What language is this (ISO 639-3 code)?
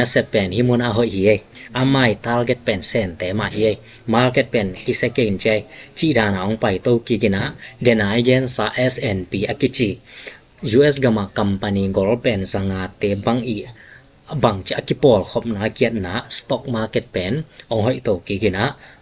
ctd